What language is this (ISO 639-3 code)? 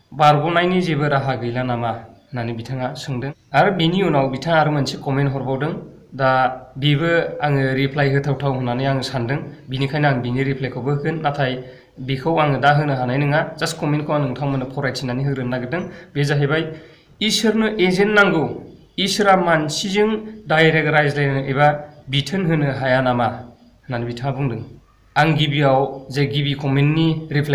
brx